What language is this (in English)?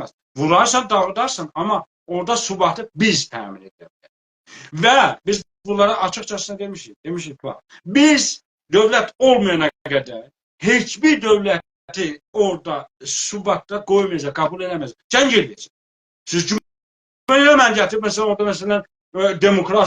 South Azerbaijani